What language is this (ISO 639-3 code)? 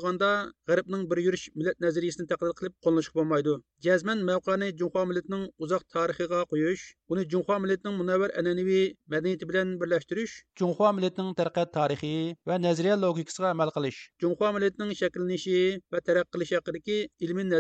uig